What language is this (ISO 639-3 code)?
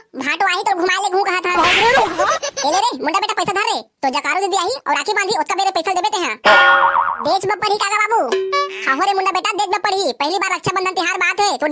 hne